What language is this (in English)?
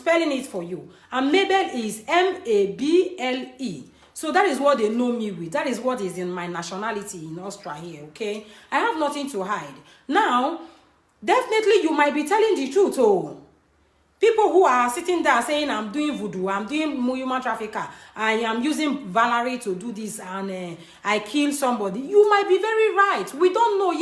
Nigerian Pidgin